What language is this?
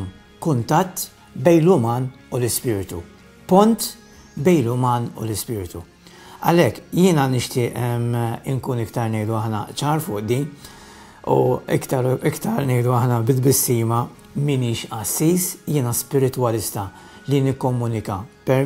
Maltese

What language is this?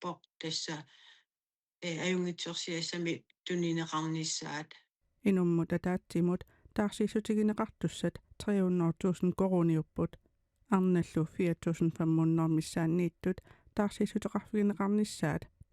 Kalaallisut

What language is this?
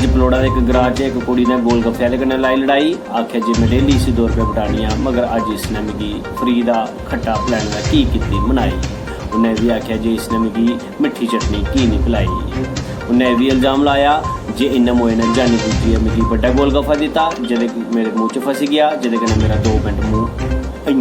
Dogri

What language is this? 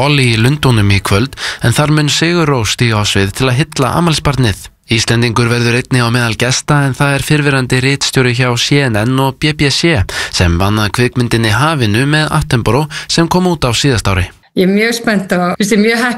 Icelandic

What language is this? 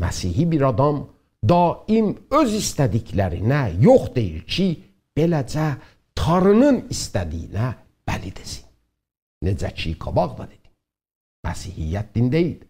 South Azerbaijani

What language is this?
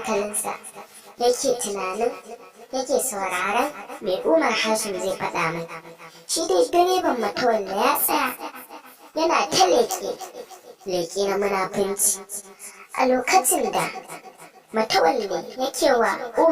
Hausa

